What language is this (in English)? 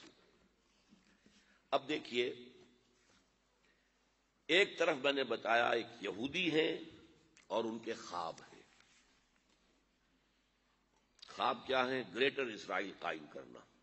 Urdu